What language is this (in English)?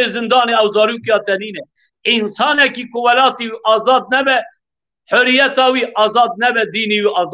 Kurdish